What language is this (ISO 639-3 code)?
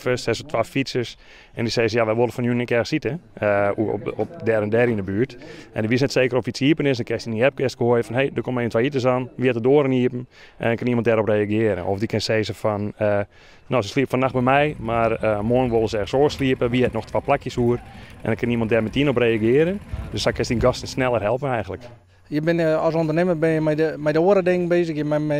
fry